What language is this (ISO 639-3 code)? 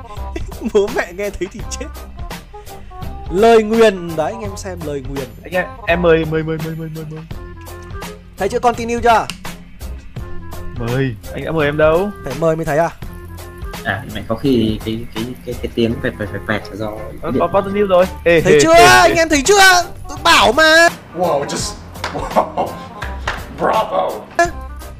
vie